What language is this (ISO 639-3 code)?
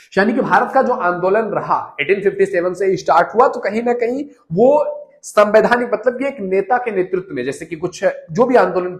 hin